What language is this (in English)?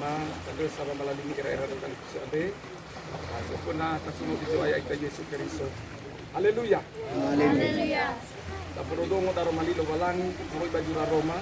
Nias